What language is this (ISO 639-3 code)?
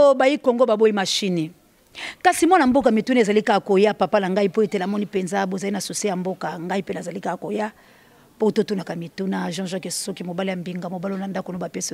lin